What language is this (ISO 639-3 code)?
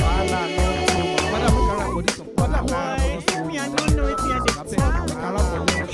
pcm